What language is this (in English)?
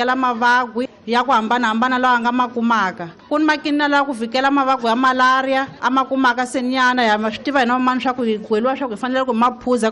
Tsonga